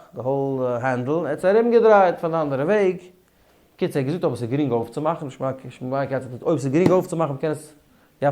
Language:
Yiddish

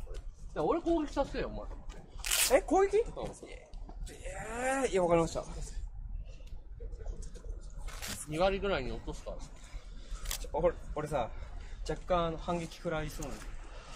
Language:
Japanese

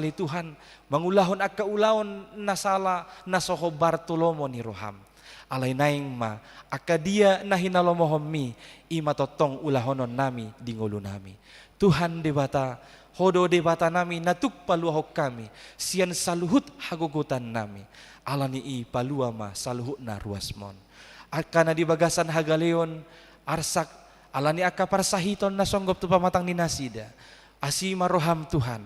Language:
Batak Toba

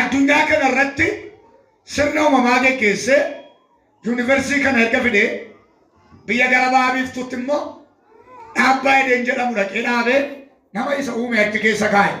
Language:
Oromo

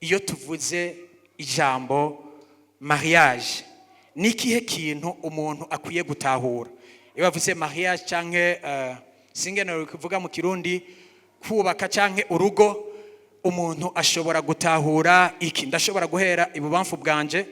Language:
Rundi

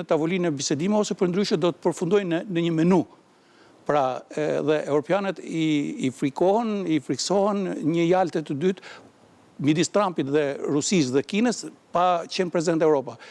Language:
Albanian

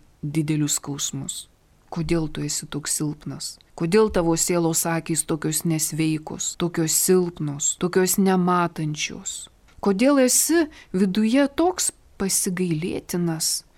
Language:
Lithuanian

